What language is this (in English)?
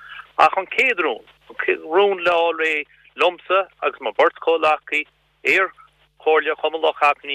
Irish